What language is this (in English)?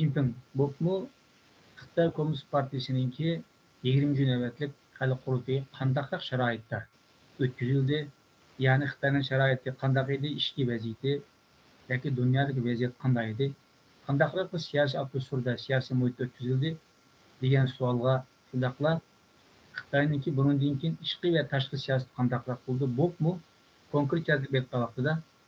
Uyghur